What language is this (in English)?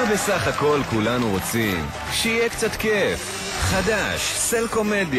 Hebrew